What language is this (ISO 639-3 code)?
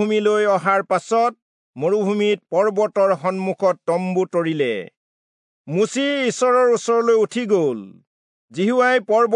asm